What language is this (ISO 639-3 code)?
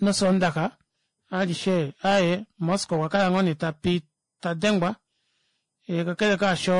kua